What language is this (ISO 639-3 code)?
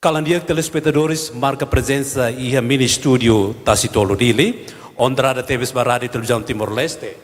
tet